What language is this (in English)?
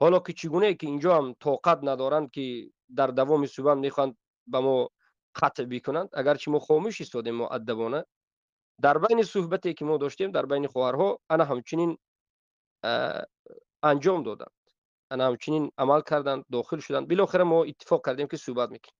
Tajik